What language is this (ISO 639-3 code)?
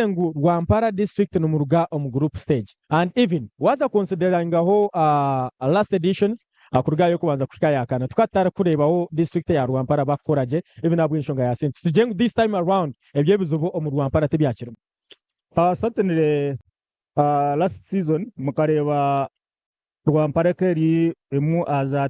nyn